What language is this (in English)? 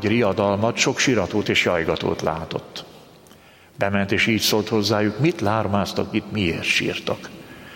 Hungarian